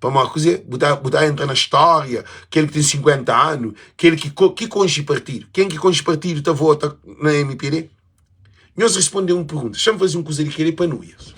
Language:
Kabuverdianu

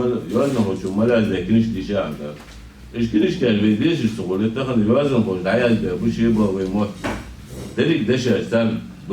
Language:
Ingush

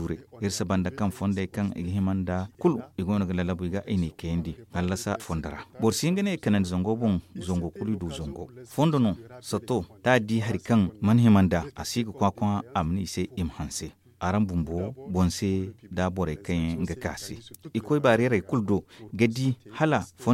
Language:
Zarma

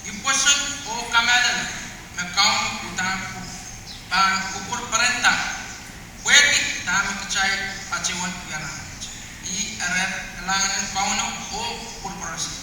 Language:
Pohnpeian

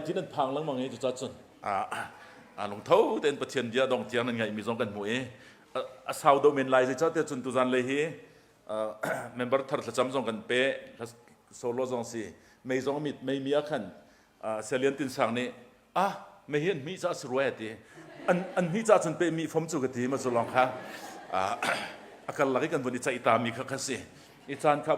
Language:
Hakha Chin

